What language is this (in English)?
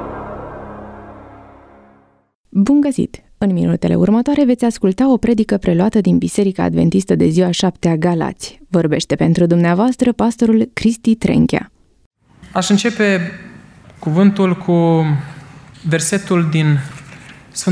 Romanian